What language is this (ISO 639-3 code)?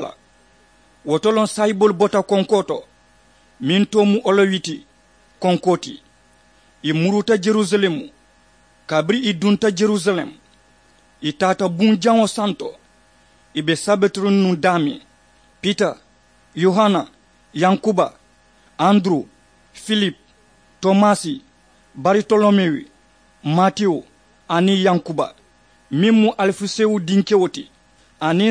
man